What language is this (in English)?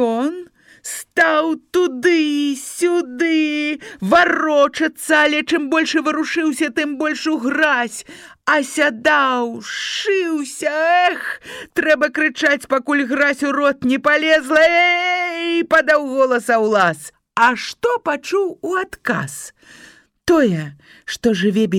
Belarusian